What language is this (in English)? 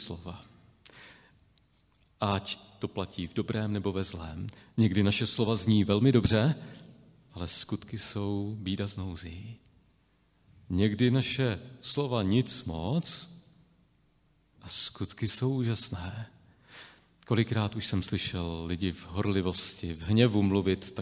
Czech